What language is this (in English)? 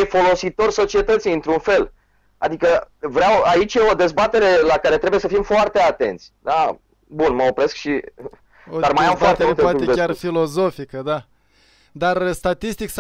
Romanian